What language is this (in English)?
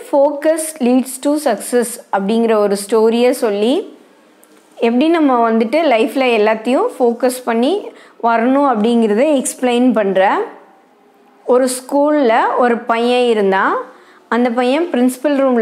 Tamil